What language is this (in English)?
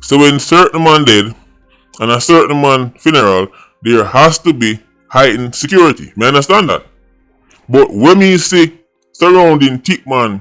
Jamaican Creole English